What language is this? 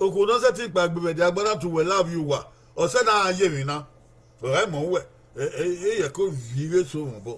Bini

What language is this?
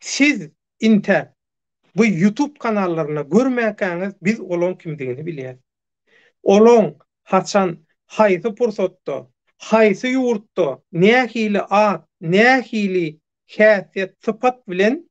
Turkmen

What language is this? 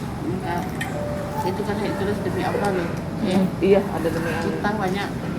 Musi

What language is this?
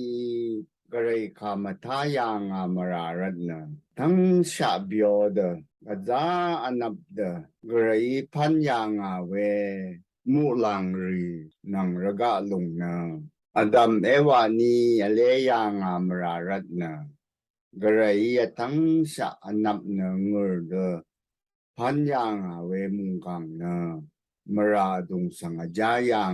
Rawang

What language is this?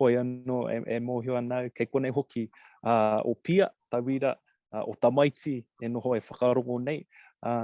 Māori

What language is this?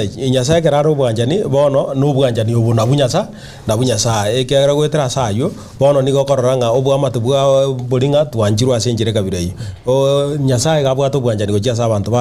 Gusii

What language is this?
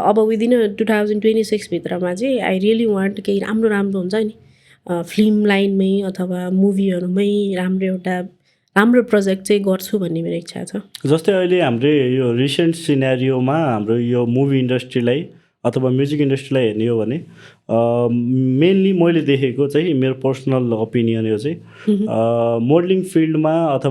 Nepali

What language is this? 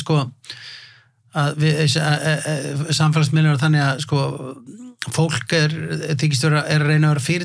Icelandic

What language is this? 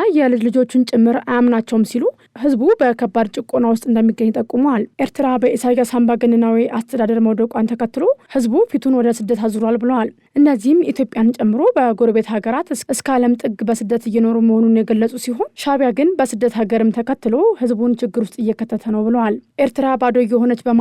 Amharic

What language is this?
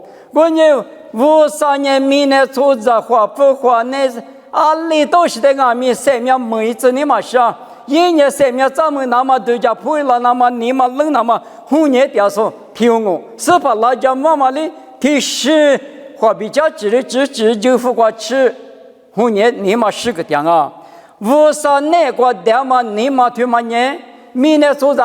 Lisu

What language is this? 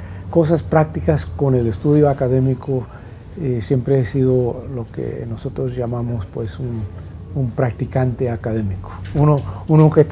Spanish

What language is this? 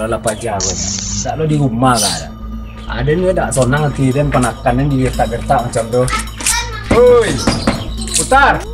Minangkabau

